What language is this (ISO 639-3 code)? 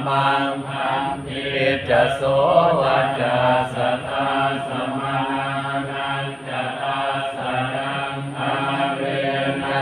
pli